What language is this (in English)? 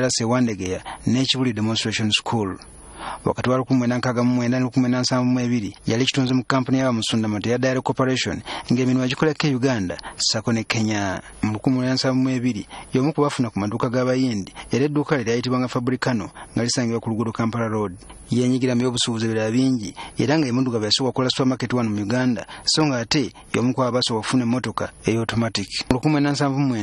Ganda